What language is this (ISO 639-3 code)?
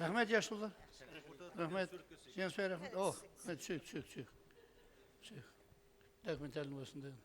kaa